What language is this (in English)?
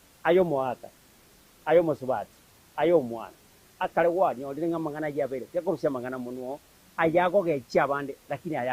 Gusii